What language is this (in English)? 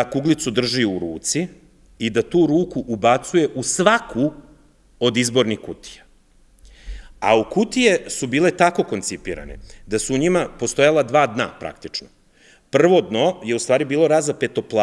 Serbian